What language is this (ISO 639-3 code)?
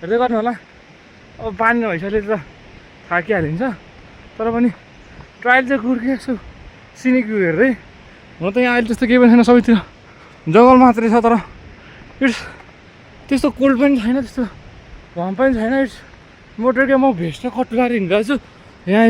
nep